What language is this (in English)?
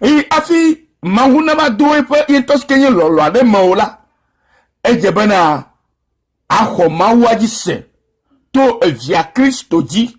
Ewe